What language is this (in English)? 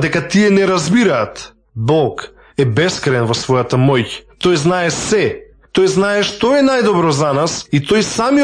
Macedonian